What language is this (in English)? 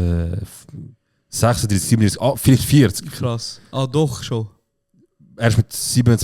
Swiss German